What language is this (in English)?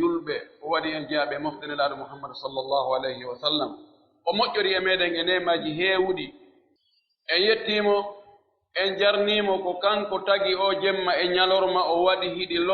Pular